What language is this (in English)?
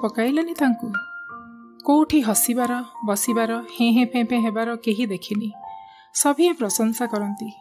Odia